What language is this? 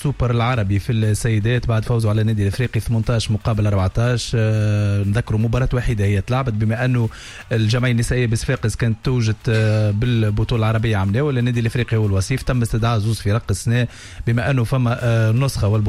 Tunisian Arabic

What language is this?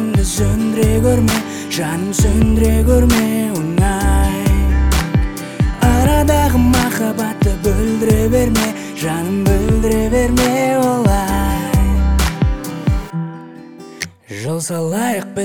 Kazakh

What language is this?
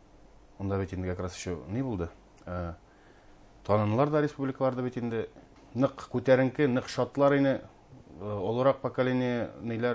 Bashkir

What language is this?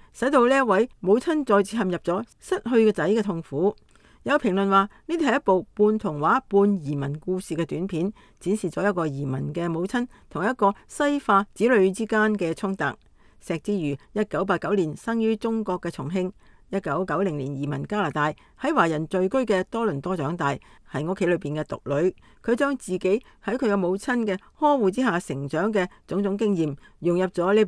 Cantonese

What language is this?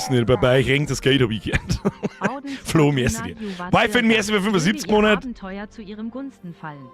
Bavarian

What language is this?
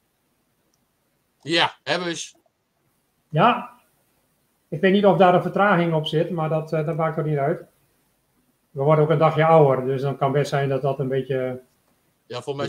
Dutch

